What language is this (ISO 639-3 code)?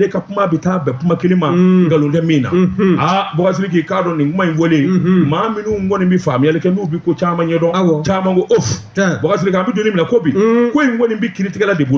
bam